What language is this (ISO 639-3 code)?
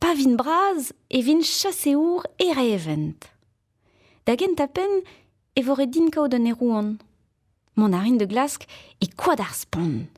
bre